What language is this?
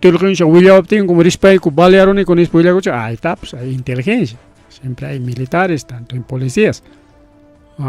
Ayacucho Quechua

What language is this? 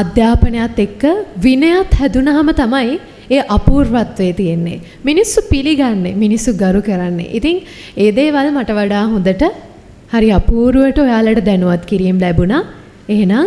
Sinhala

